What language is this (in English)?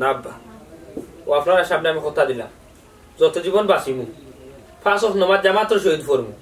Sylheti